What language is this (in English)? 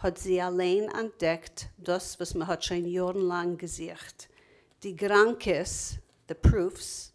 Yiddish